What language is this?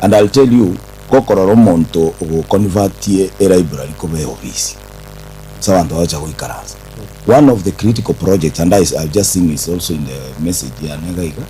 Gusii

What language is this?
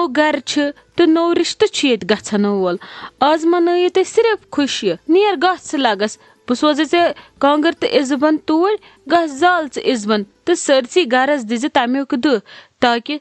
Kashmiri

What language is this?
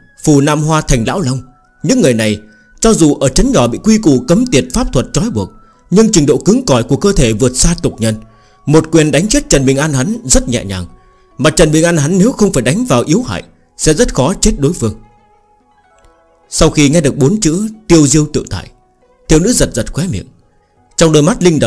Vietnamese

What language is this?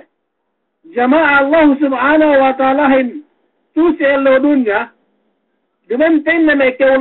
Yakan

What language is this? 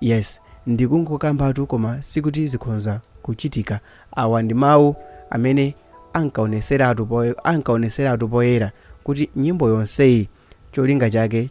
Nyanja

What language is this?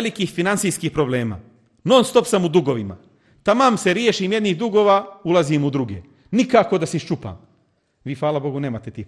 Bosnian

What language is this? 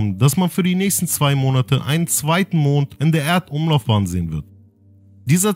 German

